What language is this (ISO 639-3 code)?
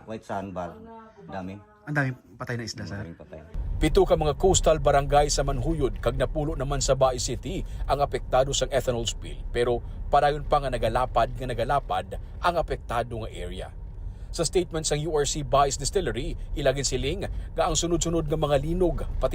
hil